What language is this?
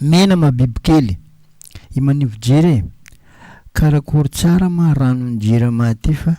Malagasy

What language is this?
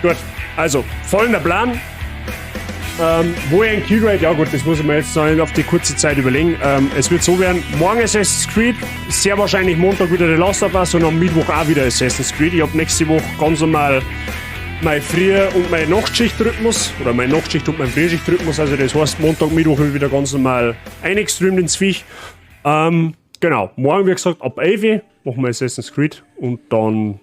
Bavarian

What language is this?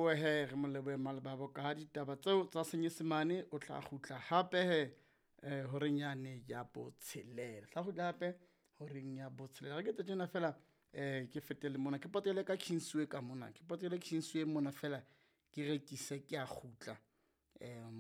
Southern Sotho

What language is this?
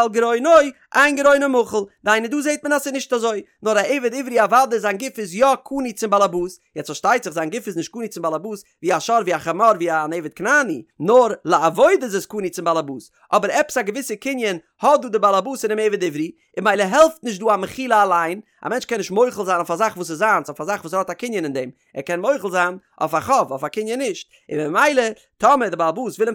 Yiddish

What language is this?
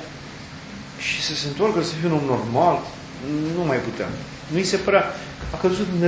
Romanian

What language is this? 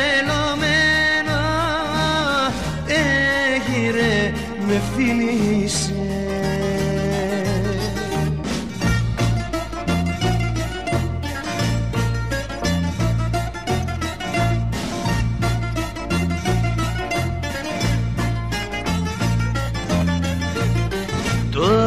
Greek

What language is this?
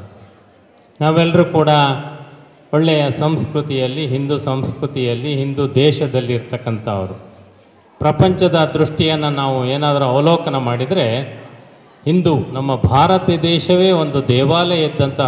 Kannada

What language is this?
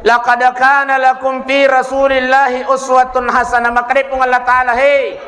Buginese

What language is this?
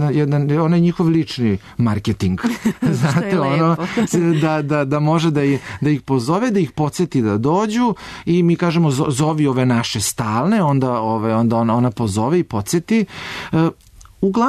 Serbian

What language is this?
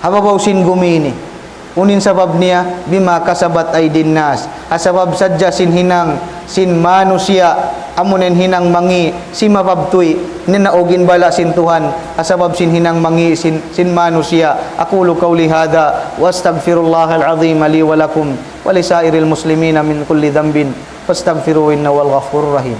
Tausug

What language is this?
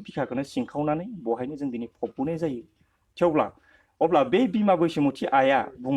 Bodo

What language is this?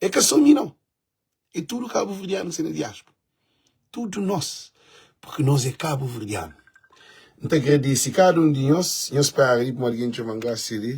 Kabuverdianu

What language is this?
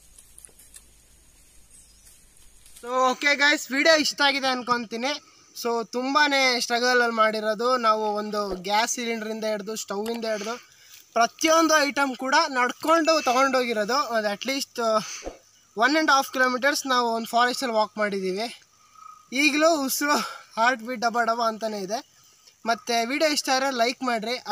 Kannada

